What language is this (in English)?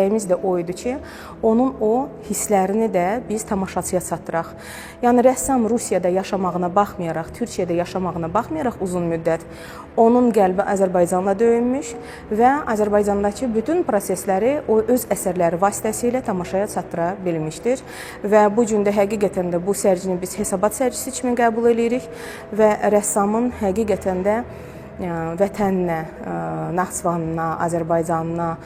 Azerbaijani